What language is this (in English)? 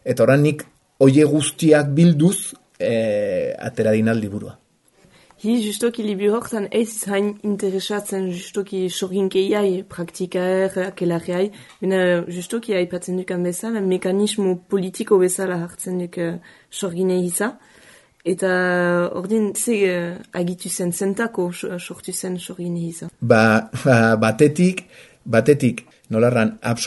Basque